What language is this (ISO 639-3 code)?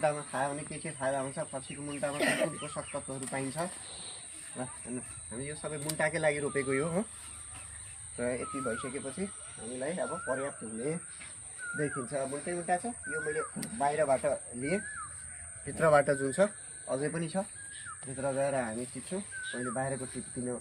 nep